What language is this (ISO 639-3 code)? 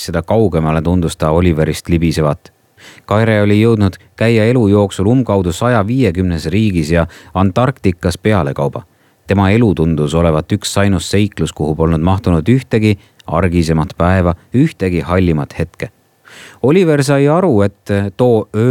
est